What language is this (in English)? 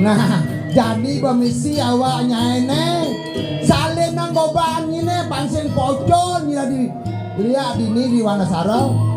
Balinese